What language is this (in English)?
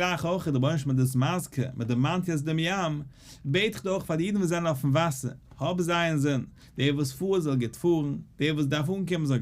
Yiddish